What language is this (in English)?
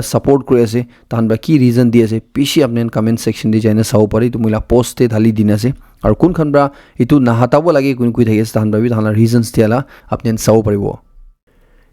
Naga Pidgin